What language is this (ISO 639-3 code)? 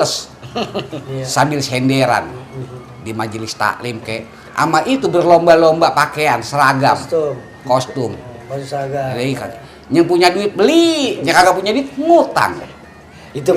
bew